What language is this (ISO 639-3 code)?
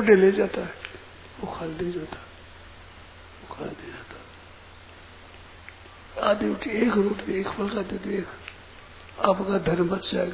hin